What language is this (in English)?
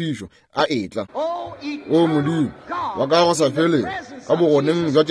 Northern Sotho